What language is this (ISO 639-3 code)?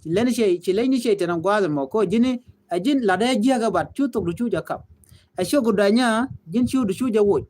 nus